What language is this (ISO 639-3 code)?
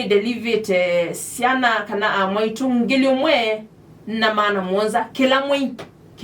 kam